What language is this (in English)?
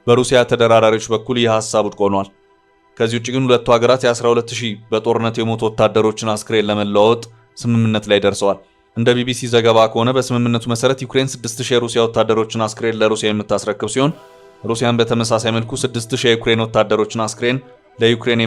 Amharic